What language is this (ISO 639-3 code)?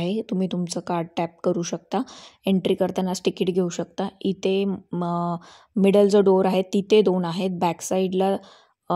mar